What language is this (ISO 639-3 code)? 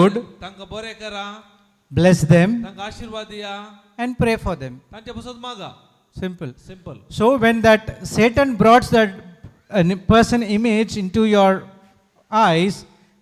kok